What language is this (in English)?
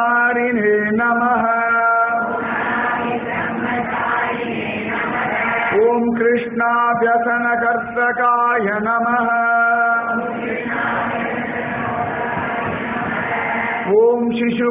Tamil